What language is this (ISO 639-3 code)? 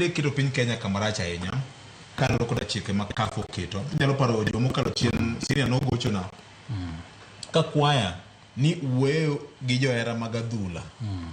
luo